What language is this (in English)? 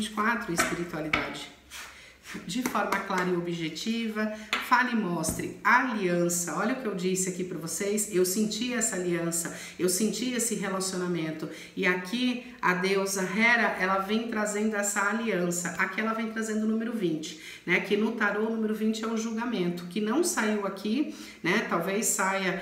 Portuguese